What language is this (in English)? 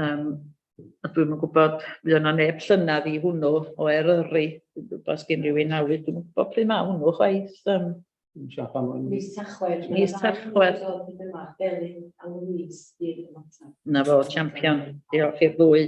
Welsh